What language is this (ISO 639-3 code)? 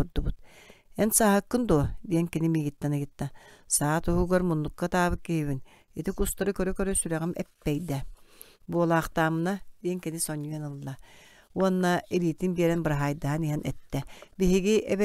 sah